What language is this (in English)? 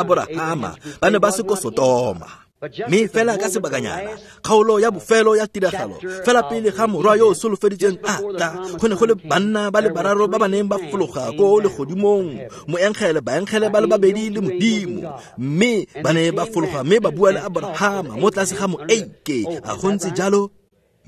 Tswana